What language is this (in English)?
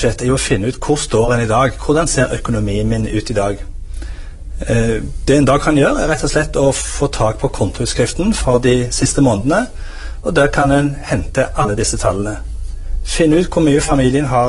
Norwegian